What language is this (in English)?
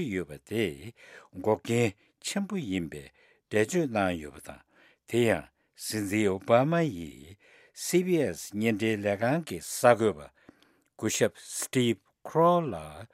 Tibetan